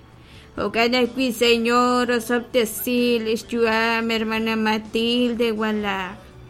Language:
Kekchí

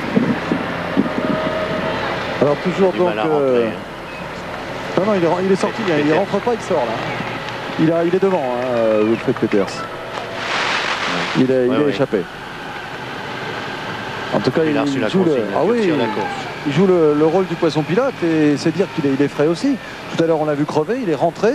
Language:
French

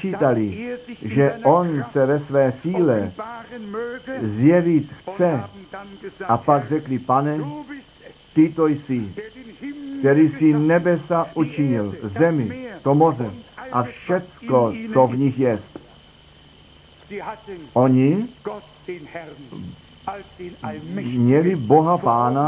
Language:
Czech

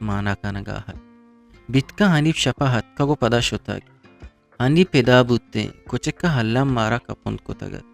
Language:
Eastern Balochi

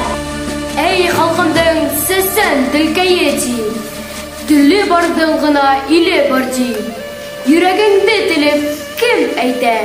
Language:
Bashkir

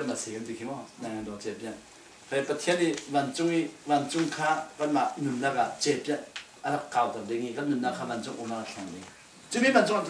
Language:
Falam Chin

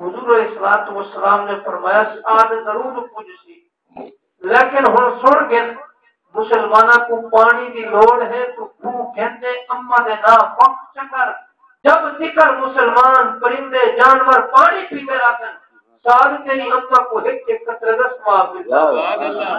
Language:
Saraiki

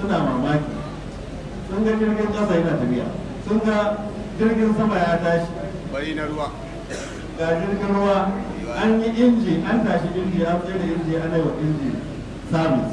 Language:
Hausa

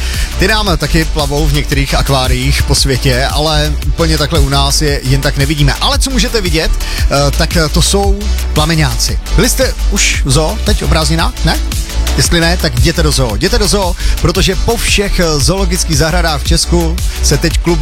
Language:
Czech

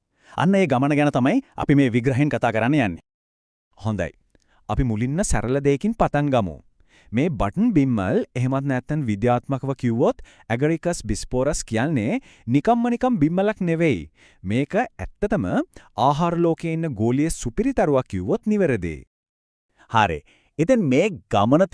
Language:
Sinhala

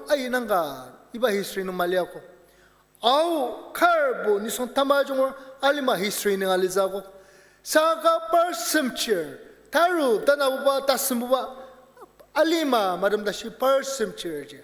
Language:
Ao Naga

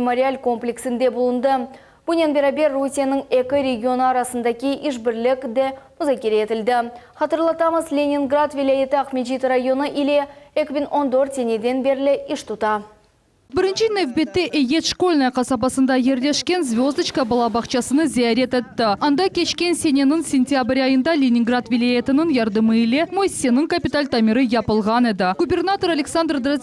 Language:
Crimean Tatar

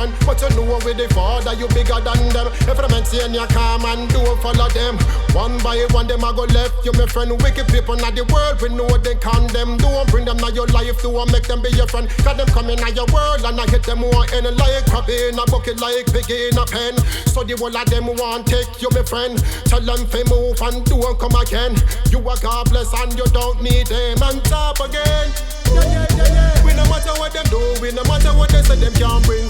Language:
Jamaican Creole English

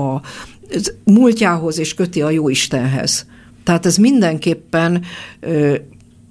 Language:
Hungarian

